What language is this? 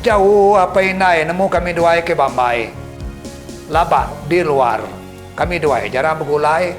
Iban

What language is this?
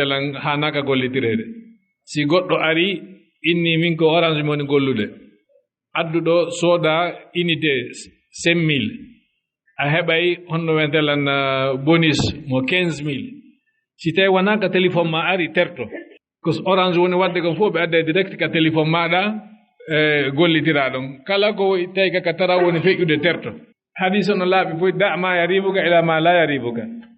Fula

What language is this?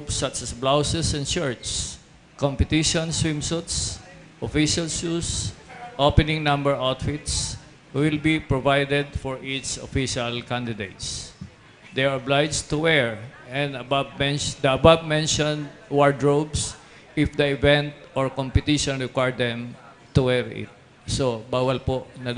Bikol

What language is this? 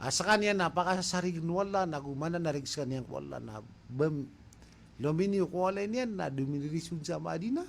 Maranao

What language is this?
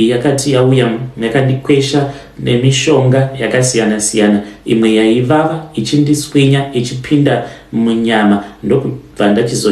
Shona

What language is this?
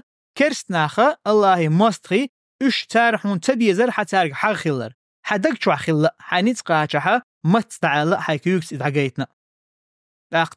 Chechen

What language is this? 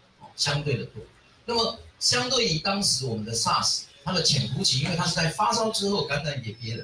Chinese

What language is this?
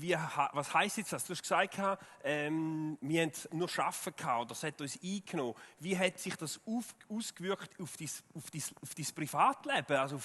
Swiss German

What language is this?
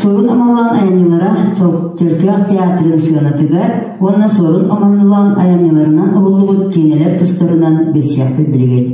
Yakut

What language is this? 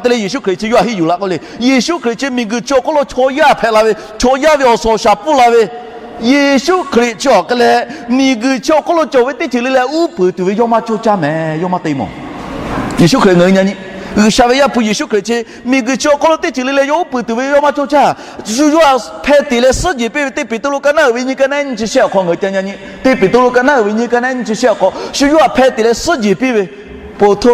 Lahu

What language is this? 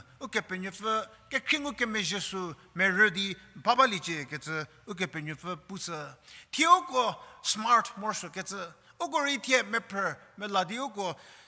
Angami Naga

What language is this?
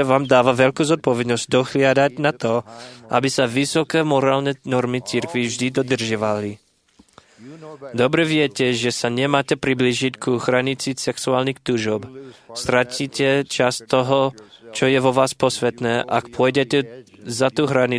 Slovak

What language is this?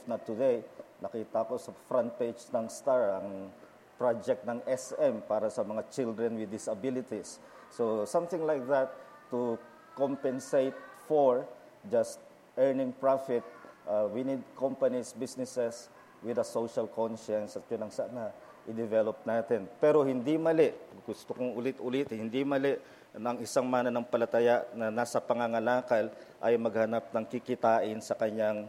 Filipino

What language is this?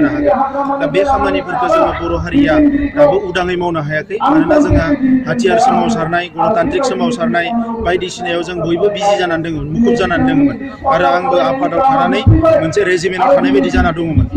Bodo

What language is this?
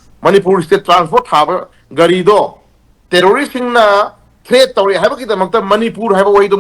Manipuri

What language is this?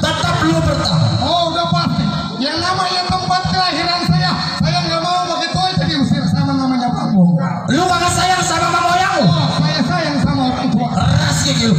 Betawi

